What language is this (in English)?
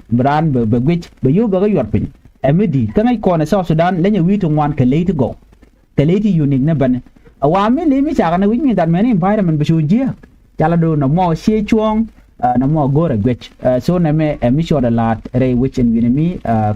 Nuer